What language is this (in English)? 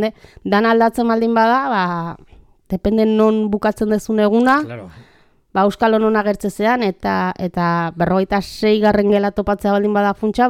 Basque